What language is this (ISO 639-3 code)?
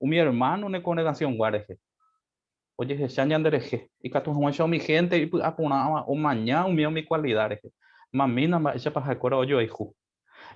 grn